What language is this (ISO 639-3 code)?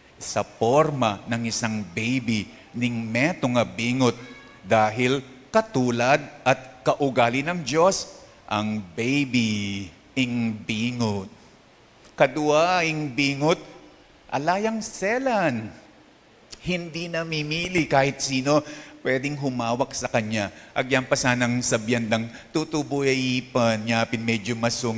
pam